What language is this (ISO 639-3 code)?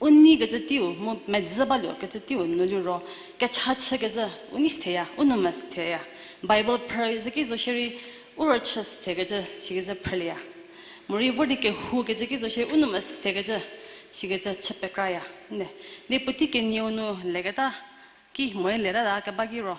njm